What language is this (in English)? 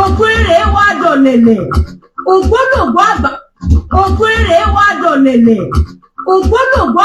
Yoruba